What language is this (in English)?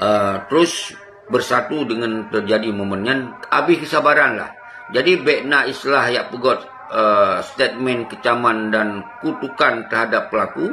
Achinese